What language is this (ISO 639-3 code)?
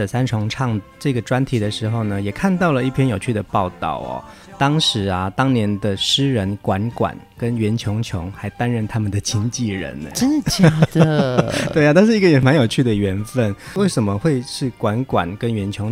zho